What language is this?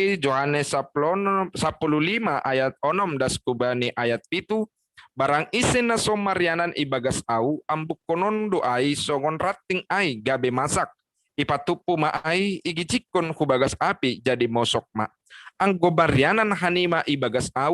Batak Simalungun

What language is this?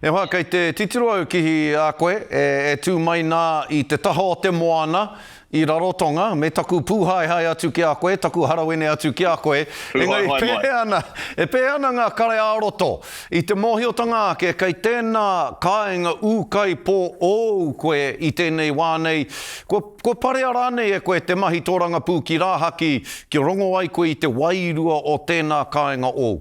Māori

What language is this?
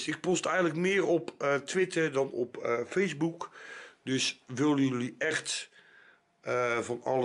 Dutch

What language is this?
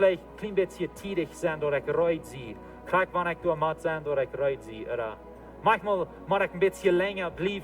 Plautdietsch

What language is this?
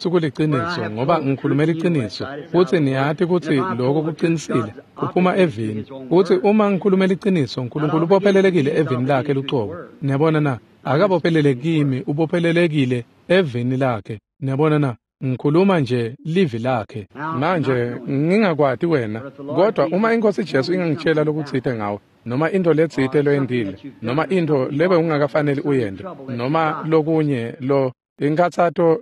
Swati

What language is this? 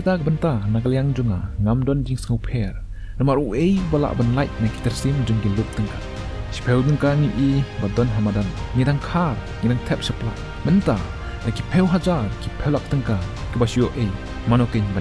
Khasi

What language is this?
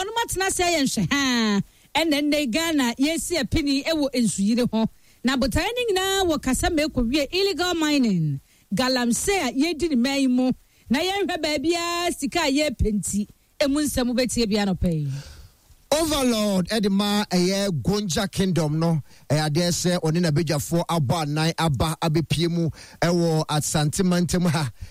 Akan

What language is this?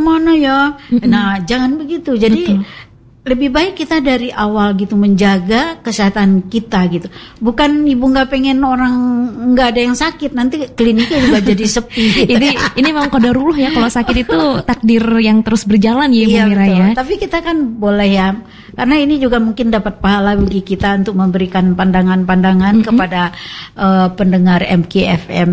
Indonesian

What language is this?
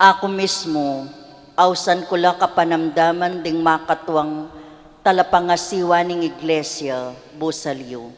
Pampanga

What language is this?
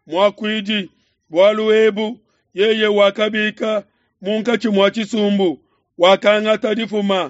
Luba-Lulua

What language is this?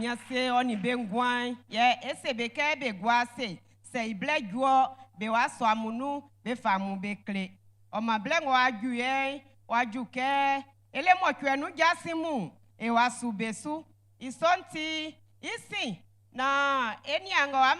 Baoulé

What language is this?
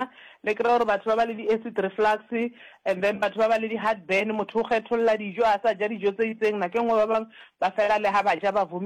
Northern Sotho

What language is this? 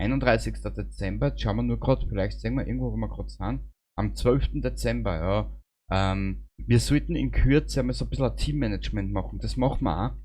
Bavarian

